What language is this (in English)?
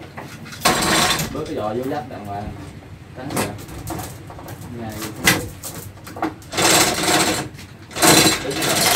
Vietnamese